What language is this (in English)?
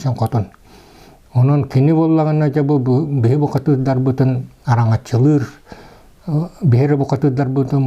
Yakut